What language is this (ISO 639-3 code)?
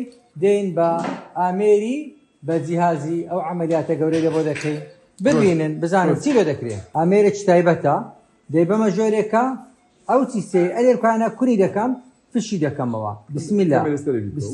ckb